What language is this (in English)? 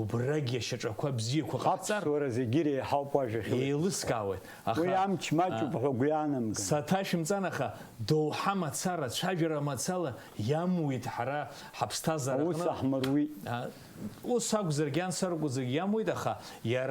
Abkhazian